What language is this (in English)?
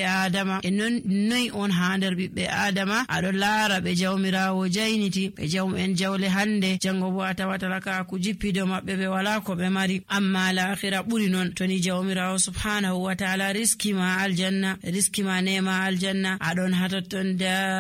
Nigerian Fulfulde